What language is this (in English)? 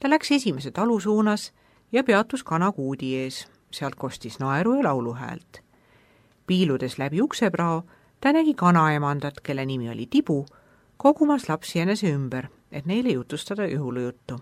Estonian